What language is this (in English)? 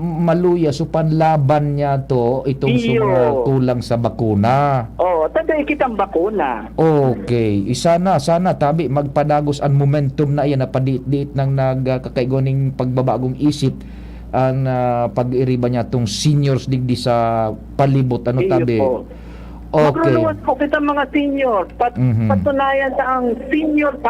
Bikol